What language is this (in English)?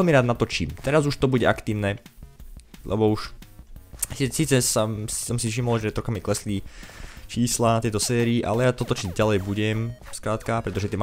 Slovak